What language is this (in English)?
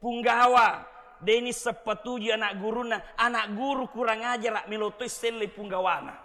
Buginese